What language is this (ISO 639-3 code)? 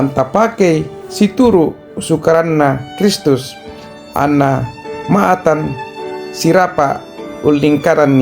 sda